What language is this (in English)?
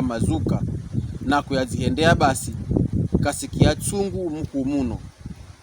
Pokomo